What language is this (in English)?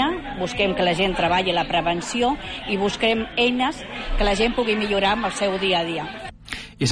Catalan